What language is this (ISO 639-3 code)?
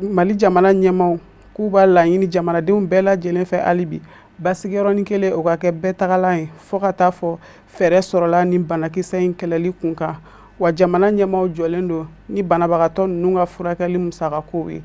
bam